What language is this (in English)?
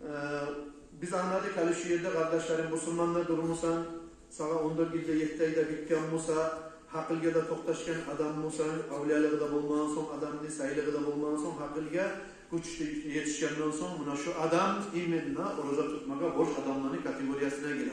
Kumyk